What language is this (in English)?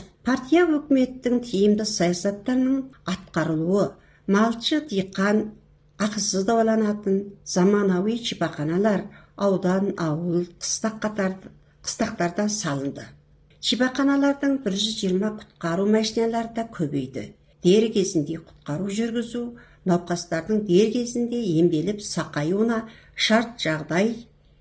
Kazakh